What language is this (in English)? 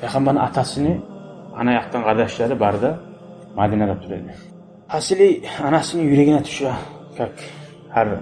Kumyk